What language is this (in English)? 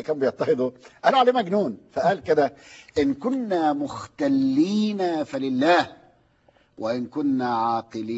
Egyptian Arabic